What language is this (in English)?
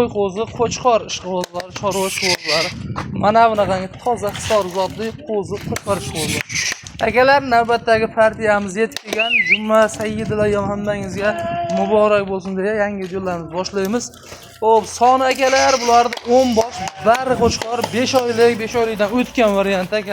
Uzbek